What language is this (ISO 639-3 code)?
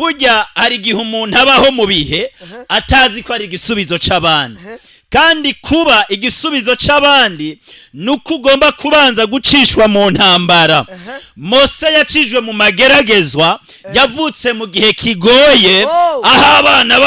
run